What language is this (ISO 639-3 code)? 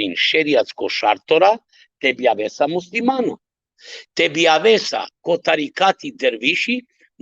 rmn